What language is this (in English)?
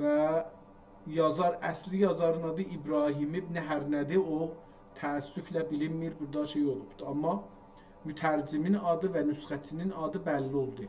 South Azerbaijani